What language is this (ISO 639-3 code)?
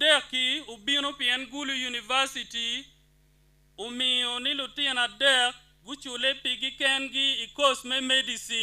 ach